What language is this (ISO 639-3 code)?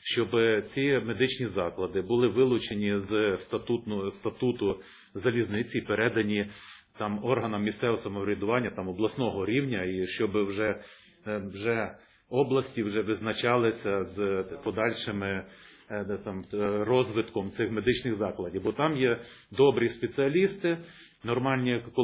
ukr